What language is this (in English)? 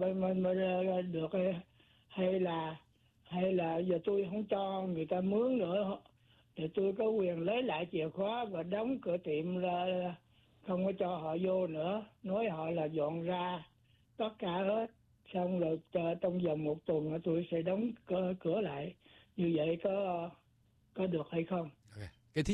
Vietnamese